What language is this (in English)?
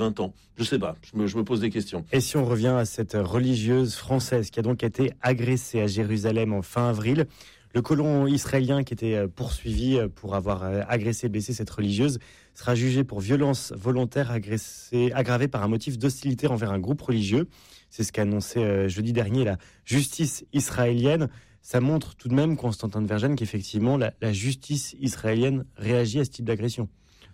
French